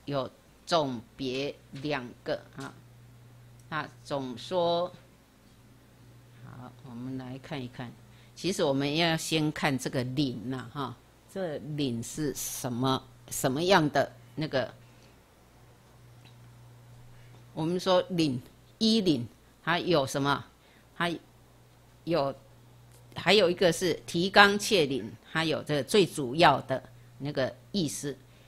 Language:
Chinese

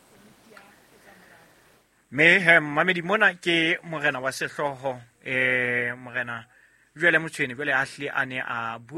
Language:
Southern Sotho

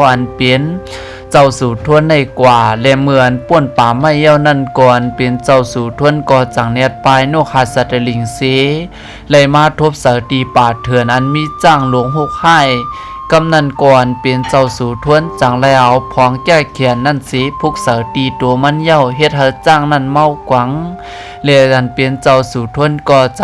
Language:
Shan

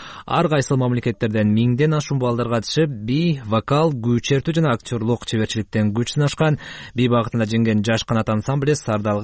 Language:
Kyrgyz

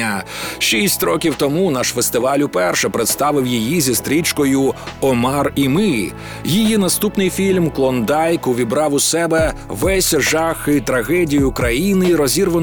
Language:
Ukrainian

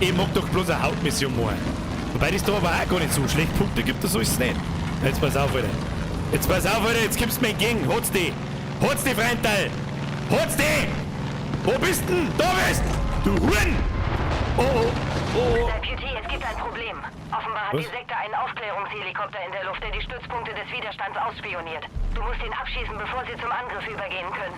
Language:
Bavarian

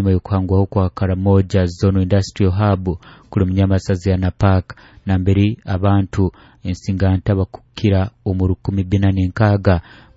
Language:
Nyoro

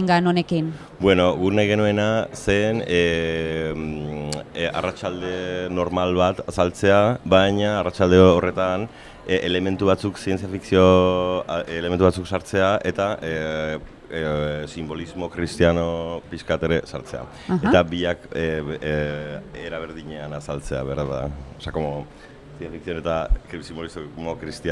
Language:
Basque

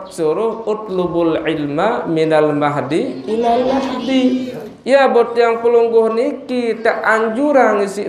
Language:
Sasak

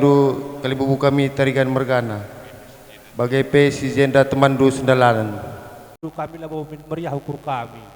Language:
Batak Karo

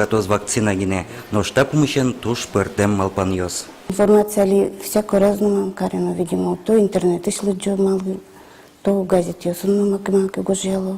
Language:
Udmurt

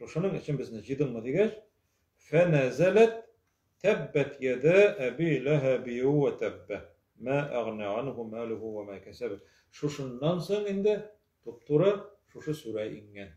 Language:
Tatar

